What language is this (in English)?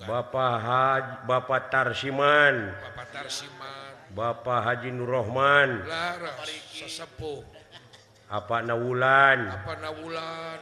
Sundanese